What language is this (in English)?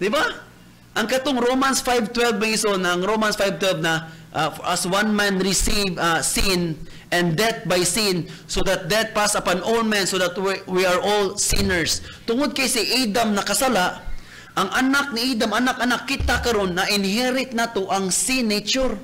Cebuano